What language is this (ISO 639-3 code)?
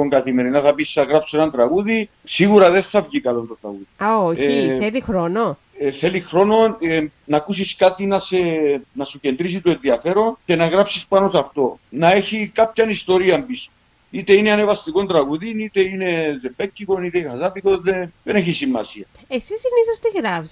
ell